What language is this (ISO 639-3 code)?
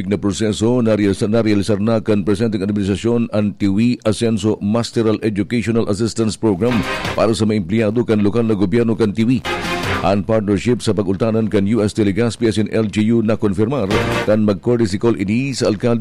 bik